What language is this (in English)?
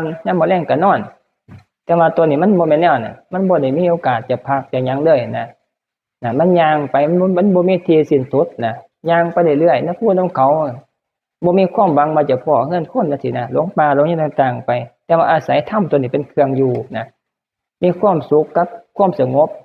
Northeastern Thai